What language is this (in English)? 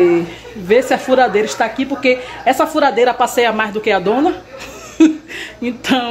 Portuguese